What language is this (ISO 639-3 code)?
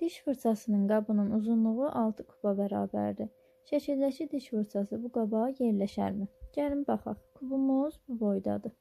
aze